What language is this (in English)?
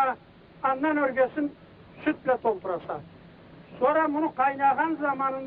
Karachay-Balkar